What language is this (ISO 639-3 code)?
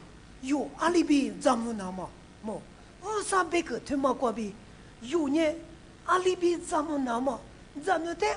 lis